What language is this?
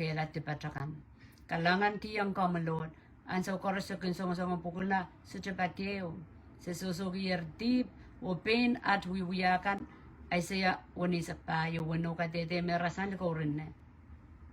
Pohnpeian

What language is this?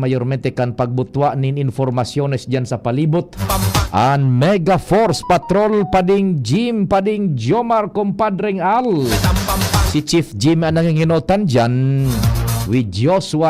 Bikol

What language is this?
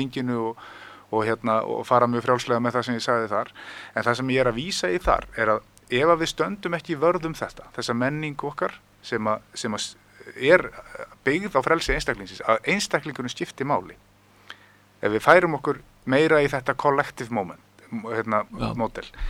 Icelandic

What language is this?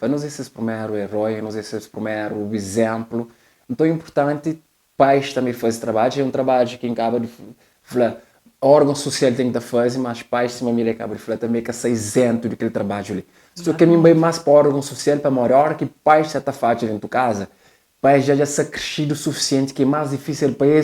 Kabuverdianu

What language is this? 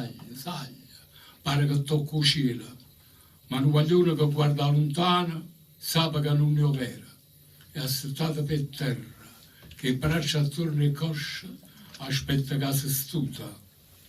Neapolitan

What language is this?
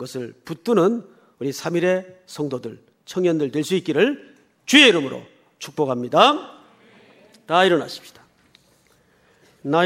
Korean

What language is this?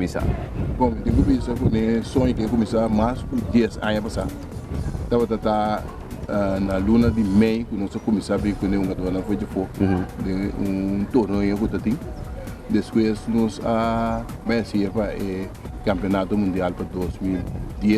Papiamento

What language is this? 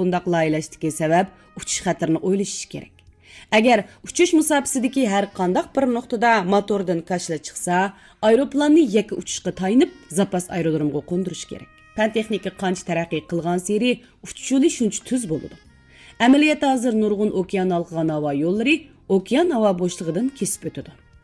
Uyghur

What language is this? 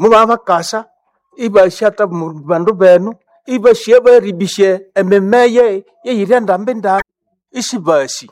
Nande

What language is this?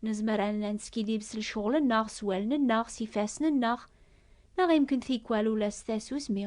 Kabyle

